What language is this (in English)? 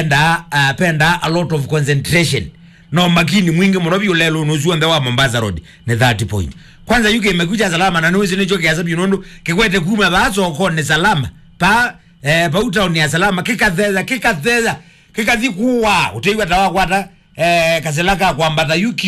Kamba